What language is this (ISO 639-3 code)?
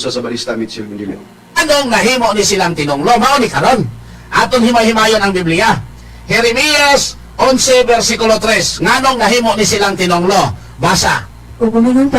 ceb